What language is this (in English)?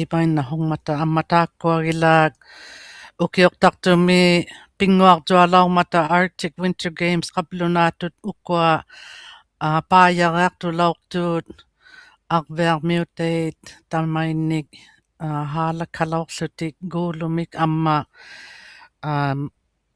Inuktitut